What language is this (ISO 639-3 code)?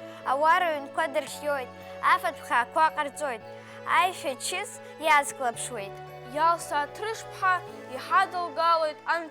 abk